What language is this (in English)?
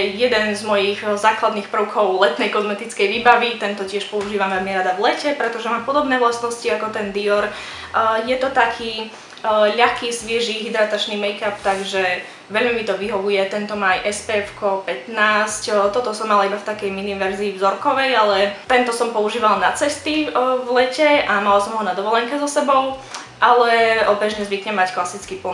Slovak